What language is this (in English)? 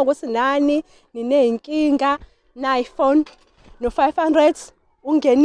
Zulu